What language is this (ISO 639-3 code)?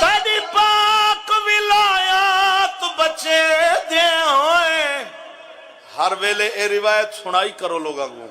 skr